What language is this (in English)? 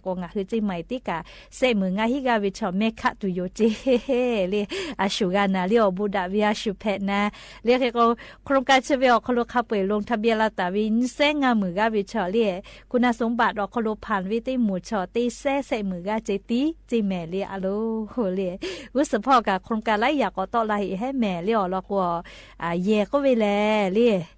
Lahu